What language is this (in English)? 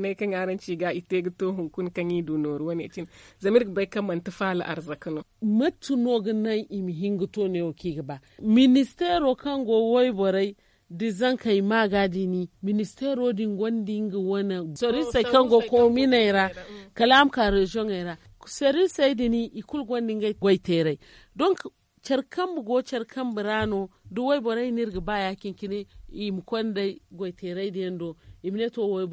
Zarma